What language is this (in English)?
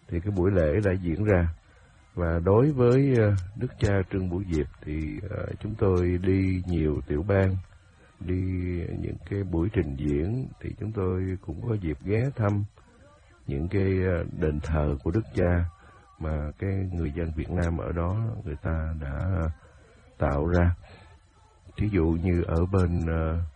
Vietnamese